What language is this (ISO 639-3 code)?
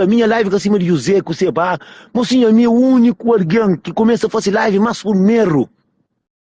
kea